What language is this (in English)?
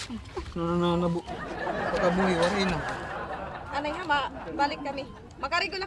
Waray